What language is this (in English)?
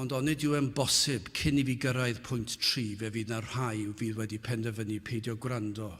Welsh